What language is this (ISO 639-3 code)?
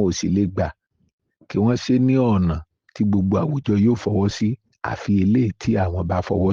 yor